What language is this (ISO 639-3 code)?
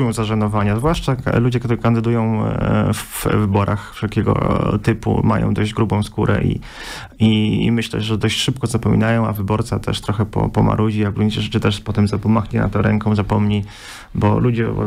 pol